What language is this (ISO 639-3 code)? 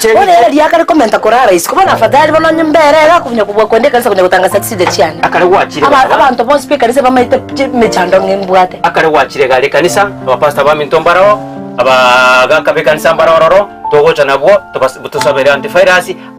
guz